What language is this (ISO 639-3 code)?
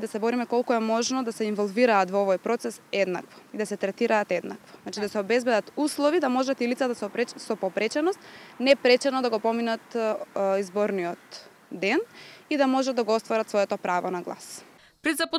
mkd